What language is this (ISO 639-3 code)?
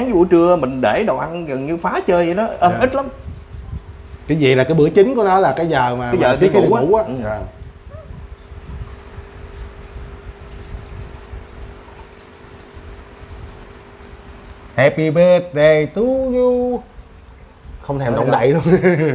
vie